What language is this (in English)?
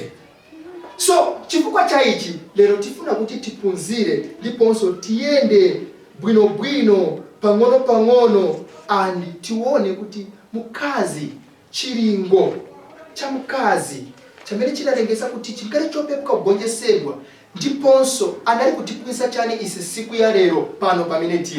Nyanja